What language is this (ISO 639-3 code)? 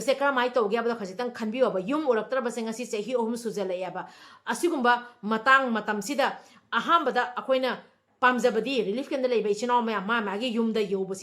mni